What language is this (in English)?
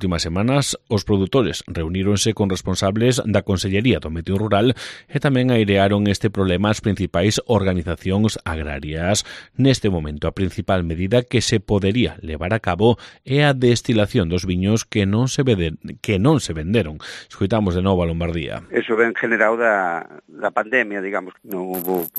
Galician